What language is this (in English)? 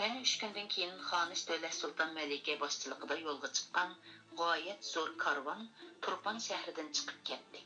Uyghur